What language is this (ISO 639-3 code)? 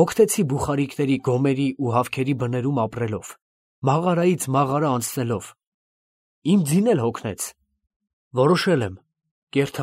hye